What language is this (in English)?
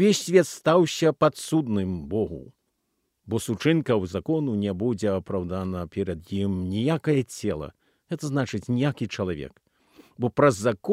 Belarusian